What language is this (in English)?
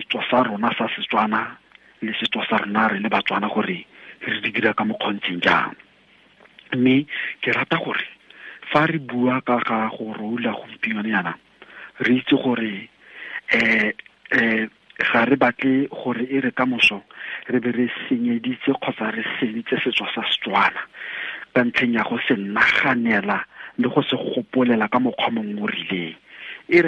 Tswana